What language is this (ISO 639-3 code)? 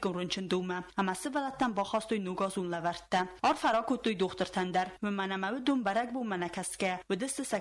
oss